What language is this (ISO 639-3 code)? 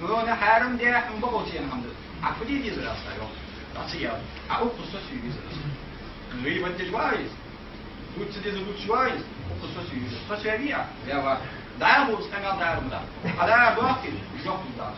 inh